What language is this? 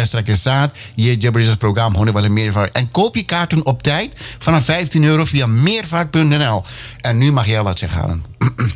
Dutch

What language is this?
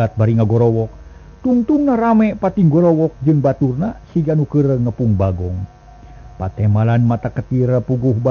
Sundanese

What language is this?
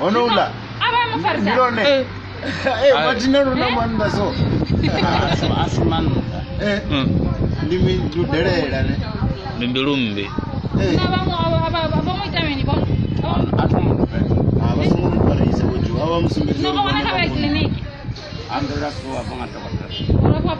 Venda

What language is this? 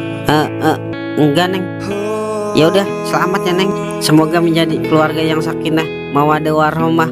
Betawi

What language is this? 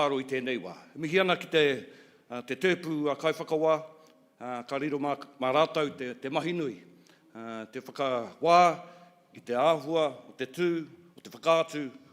Māori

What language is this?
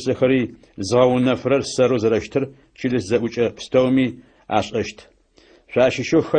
Adyghe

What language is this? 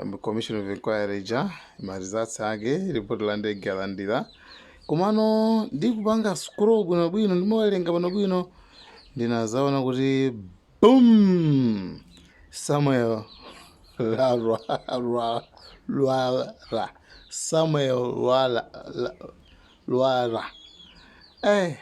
Nyanja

